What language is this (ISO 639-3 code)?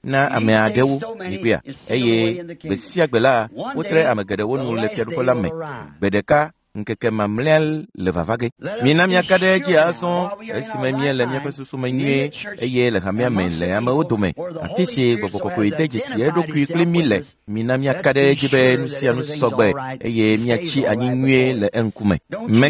ewe